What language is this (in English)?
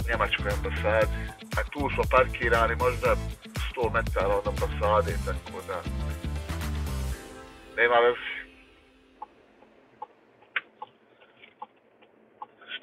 Croatian